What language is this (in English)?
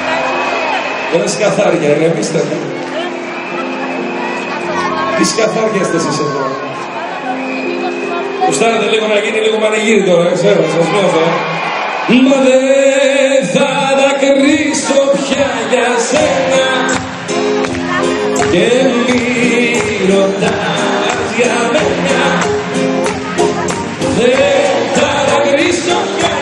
Greek